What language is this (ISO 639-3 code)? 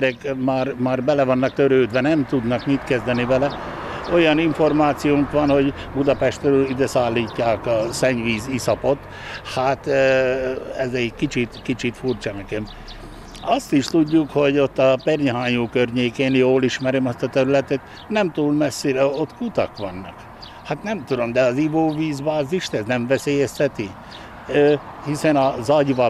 hun